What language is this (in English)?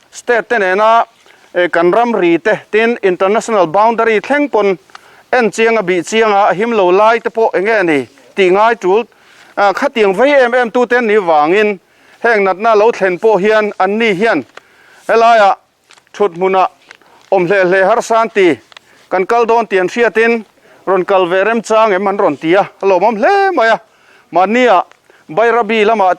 Mizo